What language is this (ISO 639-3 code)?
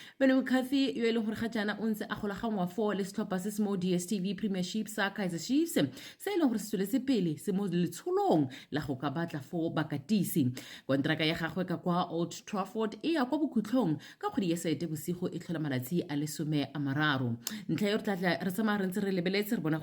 tsn